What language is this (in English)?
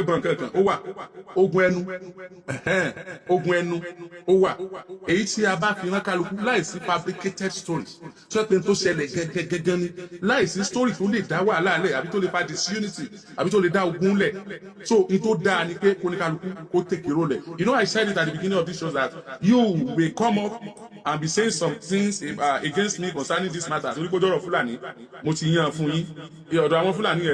Yoruba